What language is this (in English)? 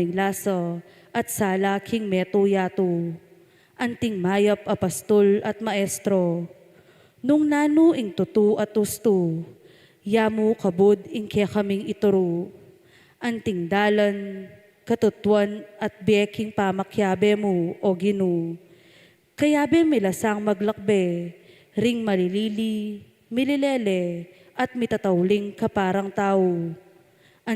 Pampanga